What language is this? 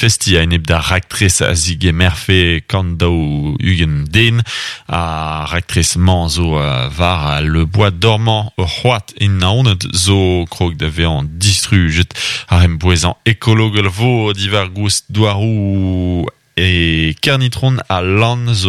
Breton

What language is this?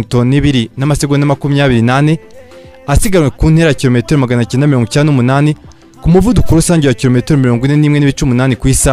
Kinyarwanda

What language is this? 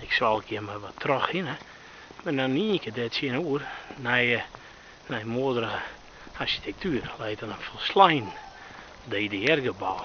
Western Frisian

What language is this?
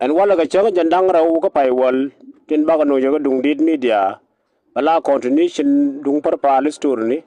Nuer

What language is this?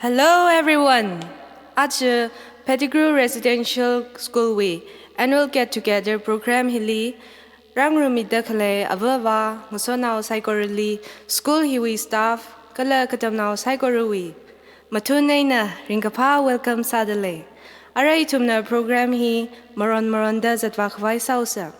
Tangkhul Naga (India)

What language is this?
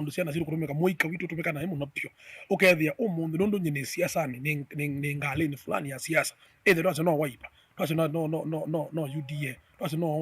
Kamba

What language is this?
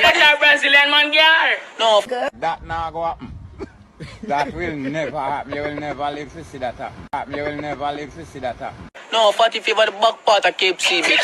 Jamaican Creole English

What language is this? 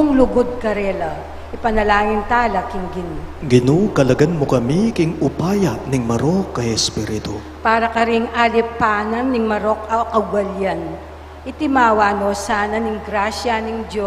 Pampanga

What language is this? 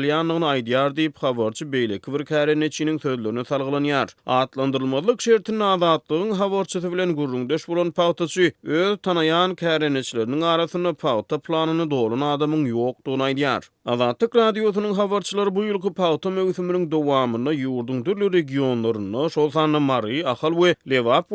Turkmen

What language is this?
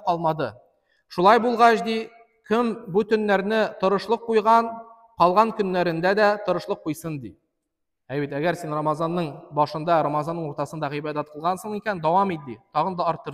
Tatar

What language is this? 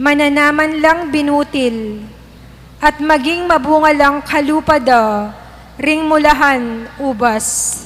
Pampanga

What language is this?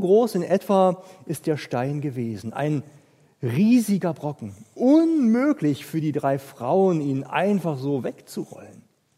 German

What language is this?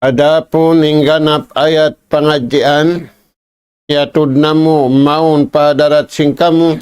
Tausug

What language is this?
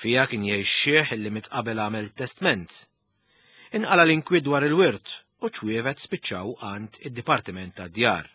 Maltese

